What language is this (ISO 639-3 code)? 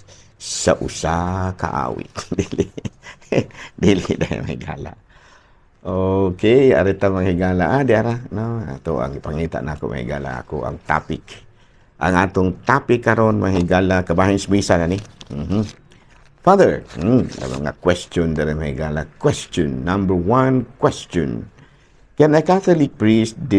ceb